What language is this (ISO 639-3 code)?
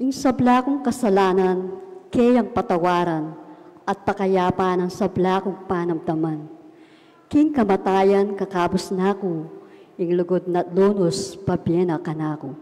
pam